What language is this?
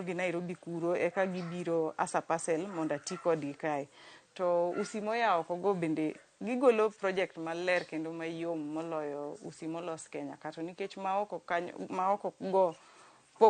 Luo (Kenya and Tanzania)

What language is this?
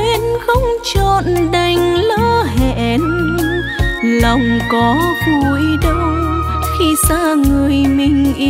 Vietnamese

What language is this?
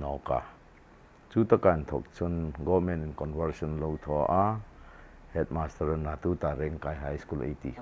Hmar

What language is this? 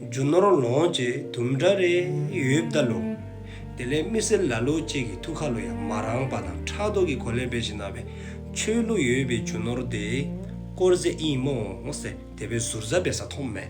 Dzongkha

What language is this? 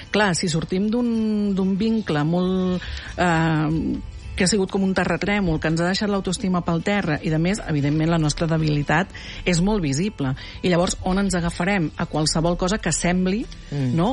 Catalan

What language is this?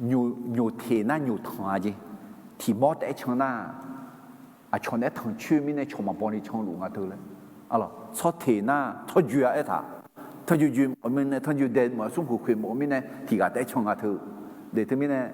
Akha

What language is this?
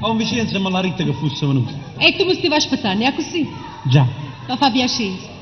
Neapolitan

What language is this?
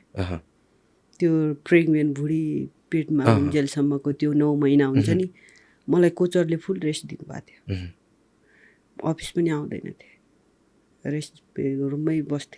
Nepali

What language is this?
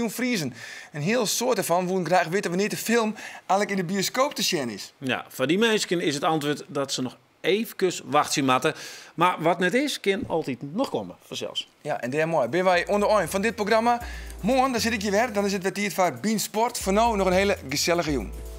Western Frisian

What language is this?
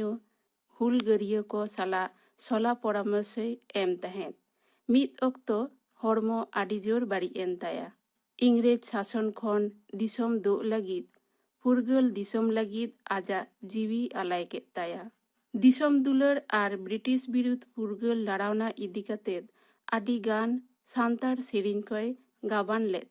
Santali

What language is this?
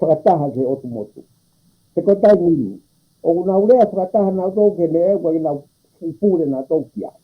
Tongan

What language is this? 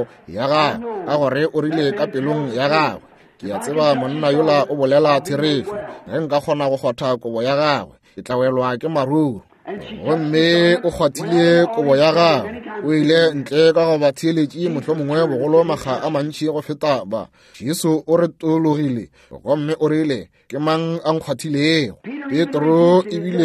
Northern Sotho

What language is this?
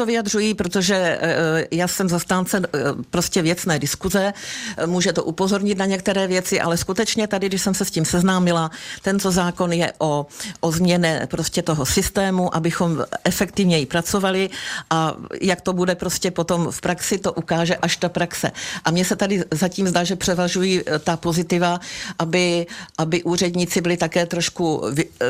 Czech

